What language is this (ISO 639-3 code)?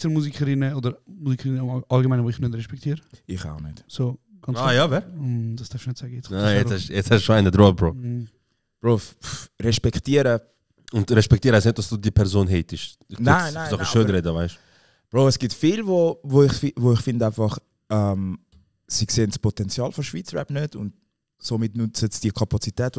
gsw